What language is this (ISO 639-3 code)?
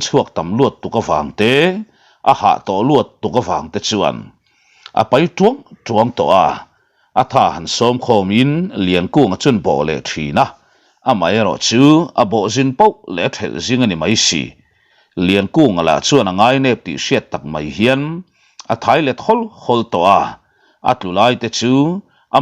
lus